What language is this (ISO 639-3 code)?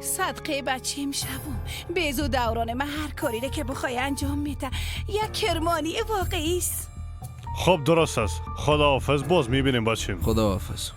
fas